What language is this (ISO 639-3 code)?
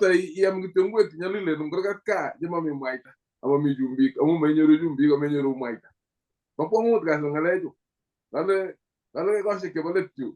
kln